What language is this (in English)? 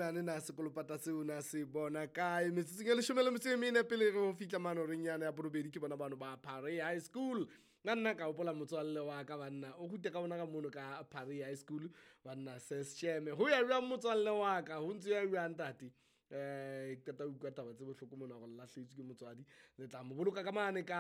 Southern Sotho